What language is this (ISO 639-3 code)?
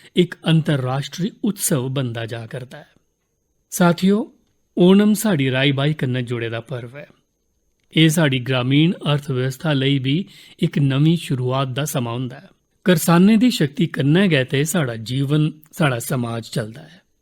doi